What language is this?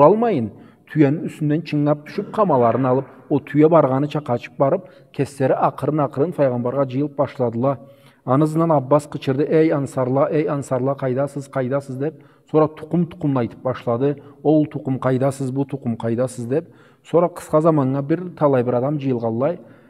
Karachay-Balkar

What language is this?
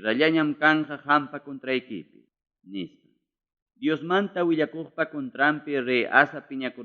Ayacucho Quechua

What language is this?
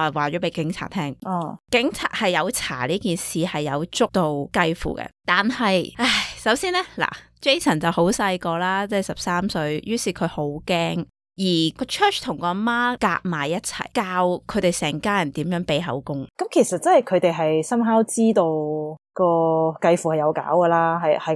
Cantonese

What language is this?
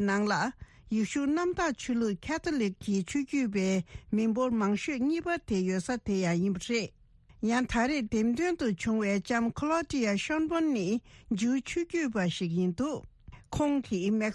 Tibetan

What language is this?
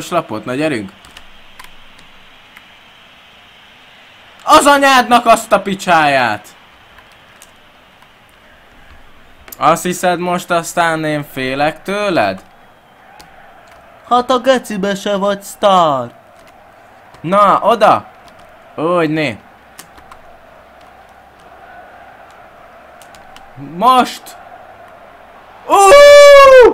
Hungarian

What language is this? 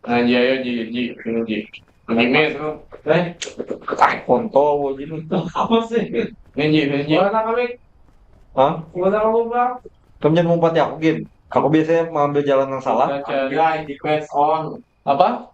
Banjar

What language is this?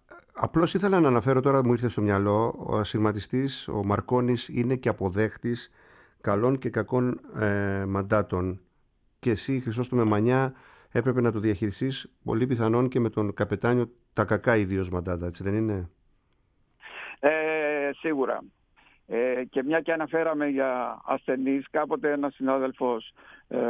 Greek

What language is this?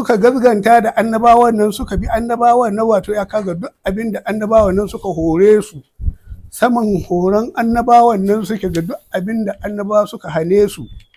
Hausa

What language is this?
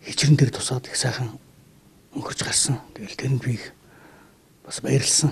Mongolian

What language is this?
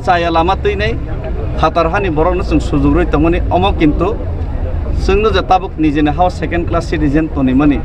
Kok Borok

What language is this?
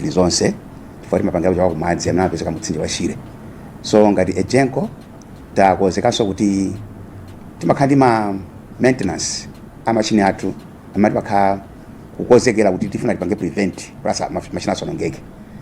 Nyanja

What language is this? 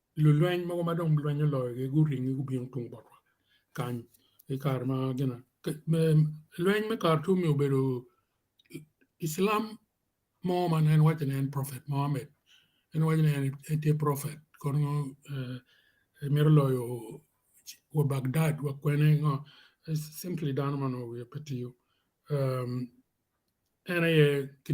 Acoli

